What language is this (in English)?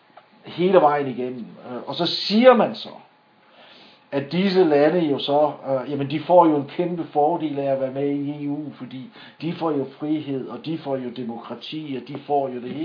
Danish